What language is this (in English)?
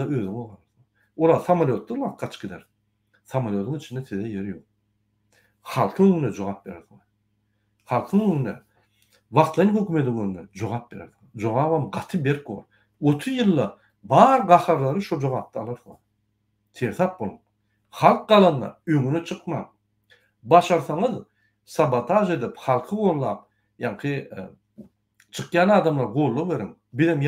Turkmen